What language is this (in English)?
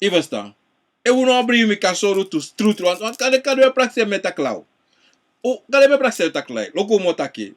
Sranan Tongo